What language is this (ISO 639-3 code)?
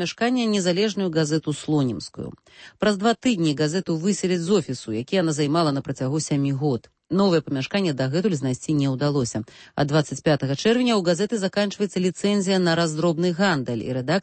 bel